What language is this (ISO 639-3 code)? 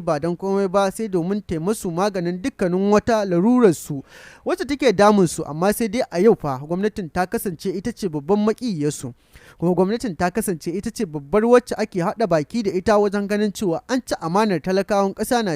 hau